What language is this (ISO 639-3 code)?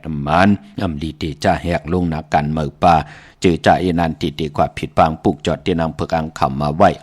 shn